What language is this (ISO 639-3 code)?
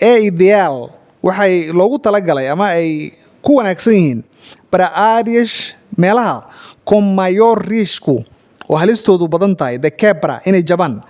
som